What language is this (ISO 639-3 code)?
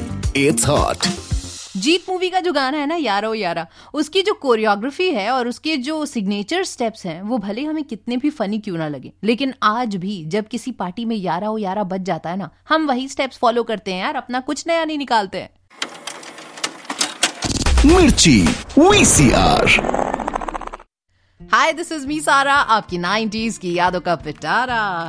hin